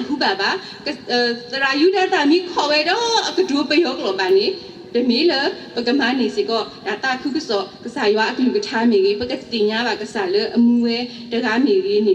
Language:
S'gaw Karen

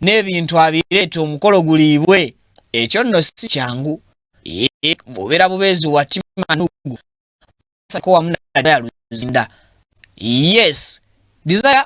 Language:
Ganda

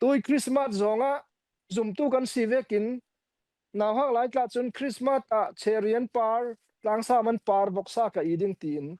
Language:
Falam Chin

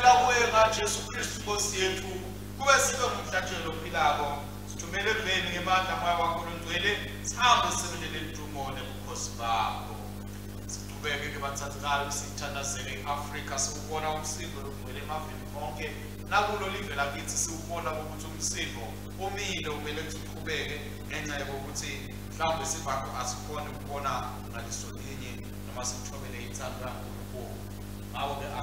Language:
Swati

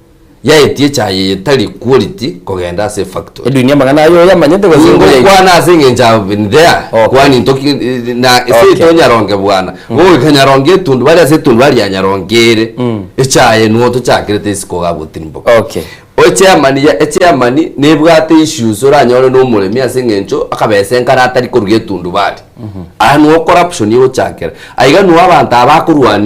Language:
Gusii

